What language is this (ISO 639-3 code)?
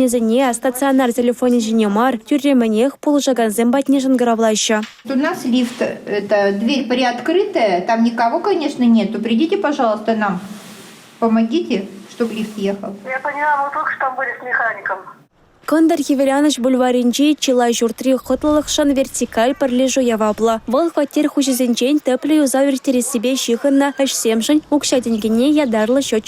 chv